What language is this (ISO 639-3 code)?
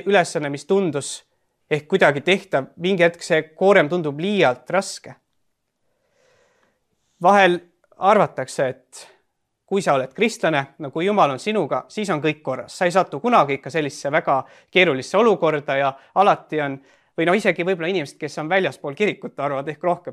est